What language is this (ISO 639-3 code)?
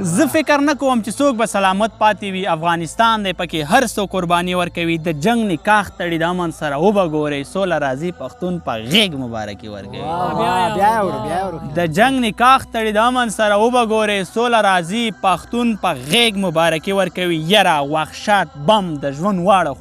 pus